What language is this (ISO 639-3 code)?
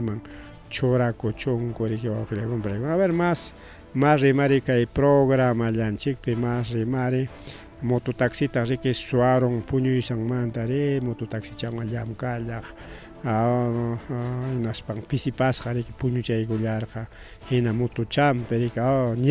quy